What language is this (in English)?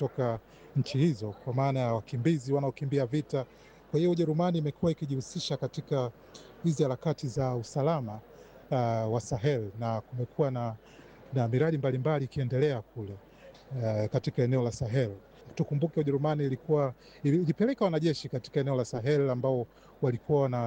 Swahili